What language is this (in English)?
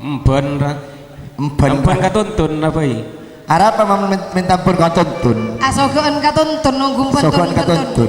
Madurese